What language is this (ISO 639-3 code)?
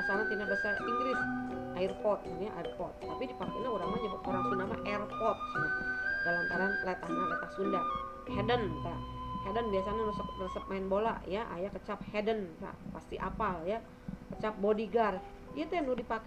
sun